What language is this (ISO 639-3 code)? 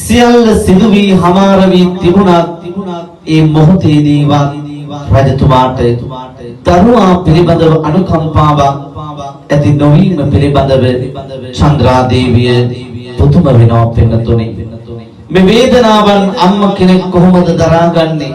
sin